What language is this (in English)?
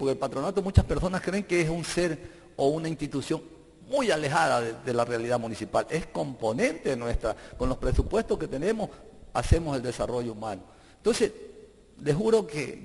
Spanish